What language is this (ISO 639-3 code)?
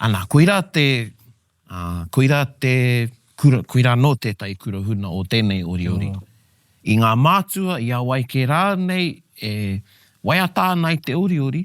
mri